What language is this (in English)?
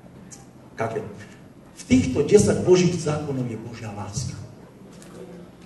Slovak